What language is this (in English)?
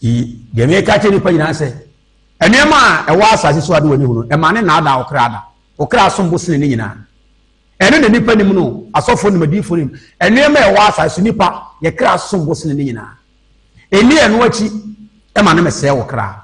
Akan